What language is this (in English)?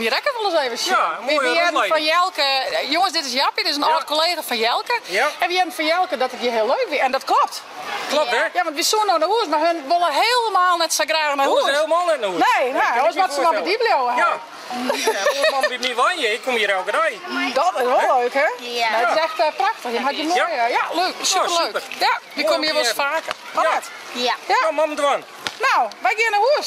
Western Frisian